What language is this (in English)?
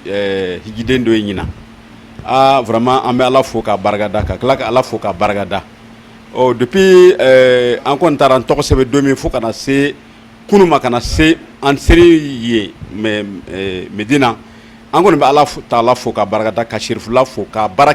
Bambara